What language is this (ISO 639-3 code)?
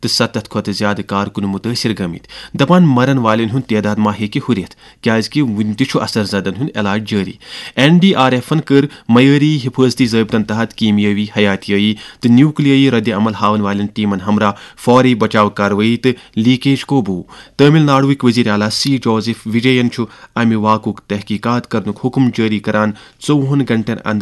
kas